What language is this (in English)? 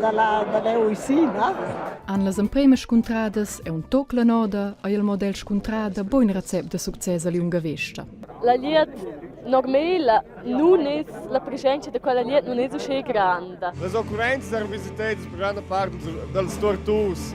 Romansh